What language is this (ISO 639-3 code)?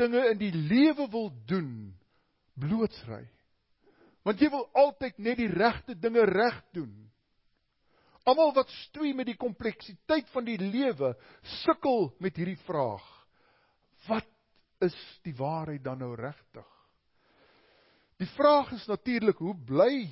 afr